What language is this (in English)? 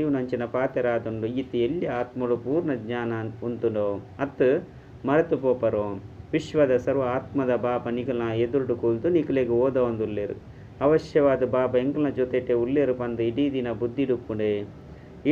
Tulu